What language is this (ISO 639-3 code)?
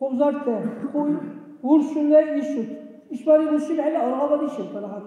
dar